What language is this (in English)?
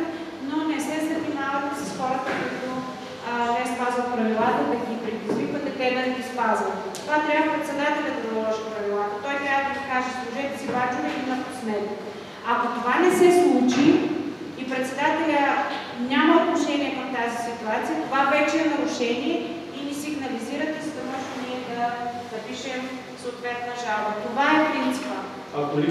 Bulgarian